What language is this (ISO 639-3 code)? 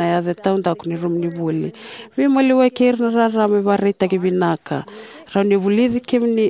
fij